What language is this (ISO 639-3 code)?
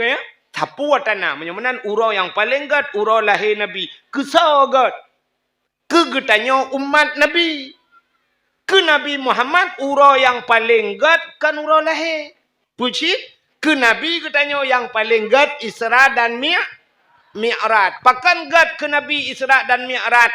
ace